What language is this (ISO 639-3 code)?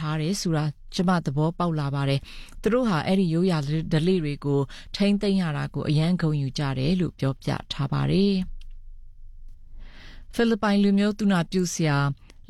mya